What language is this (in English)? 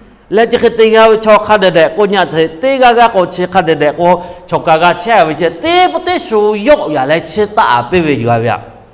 Lahu